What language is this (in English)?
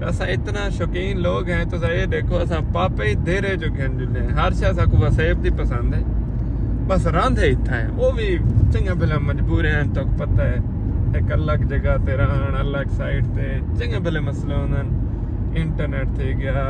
Saraiki